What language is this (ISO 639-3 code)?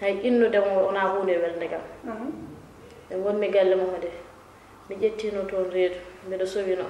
ful